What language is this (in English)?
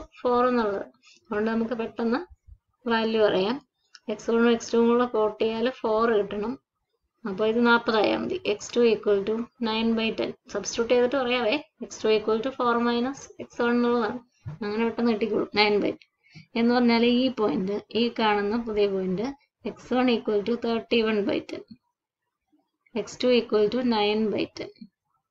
Malayalam